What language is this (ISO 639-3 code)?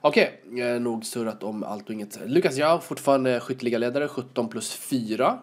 swe